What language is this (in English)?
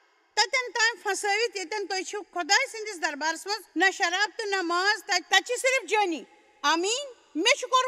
Kashmiri